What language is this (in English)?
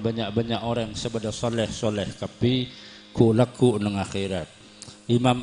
Madurese